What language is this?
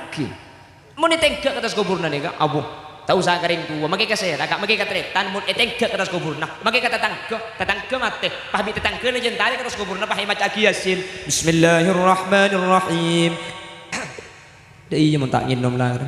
Madurese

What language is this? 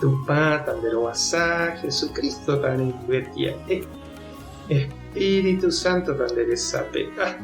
Guarani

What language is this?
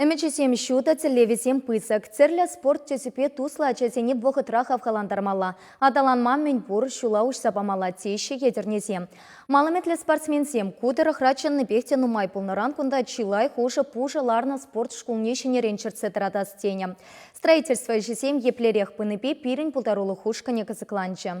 Chuvash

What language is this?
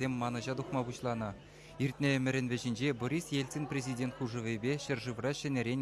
Chuvash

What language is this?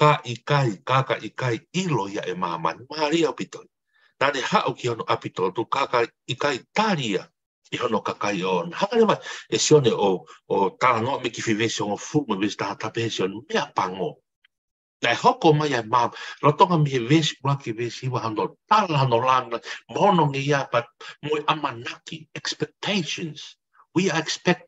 Tongan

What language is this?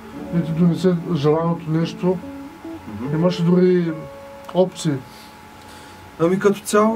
Bulgarian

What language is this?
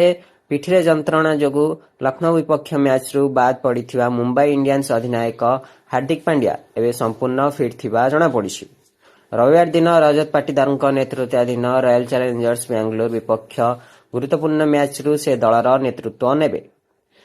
Odia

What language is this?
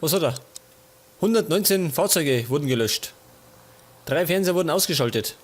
Bavarian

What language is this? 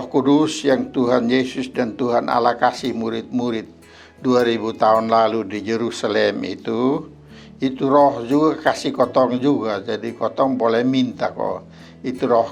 Kupang Malay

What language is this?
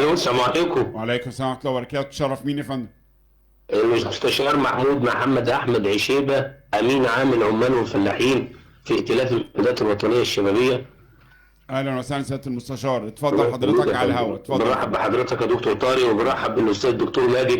Egyptian Arabic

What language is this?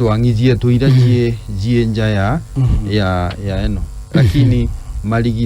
Meru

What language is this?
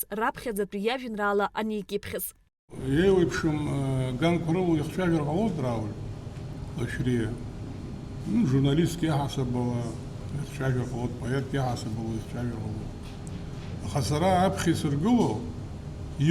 Abkhazian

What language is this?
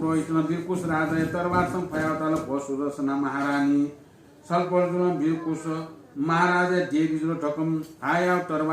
Newari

